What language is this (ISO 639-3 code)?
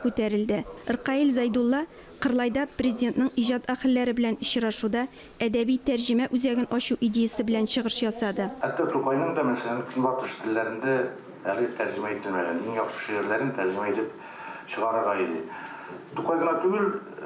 tat